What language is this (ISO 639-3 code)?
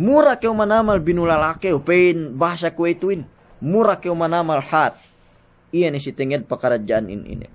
yka